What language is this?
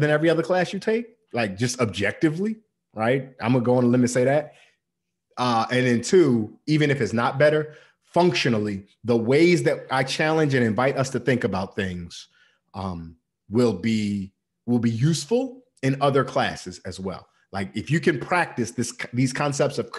English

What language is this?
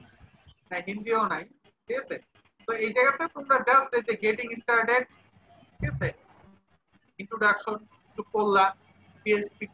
Bangla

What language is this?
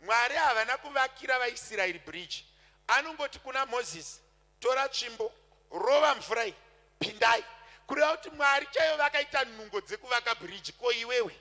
Shona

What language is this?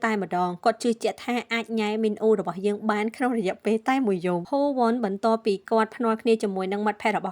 Khmer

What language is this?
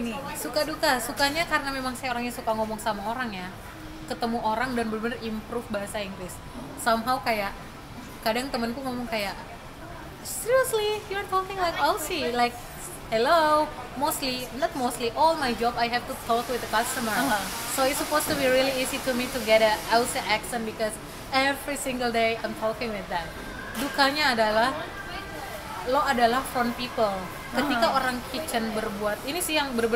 Indonesian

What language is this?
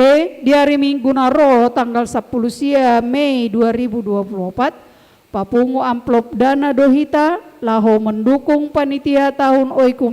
Batak Toba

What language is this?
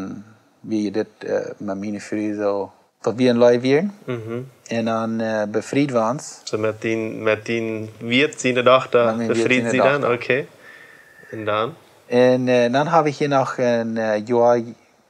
Plautdietsch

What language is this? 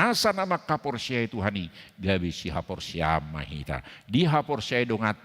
Batak Toba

